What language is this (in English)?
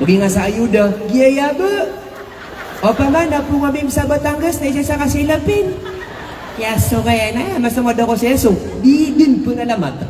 Maranao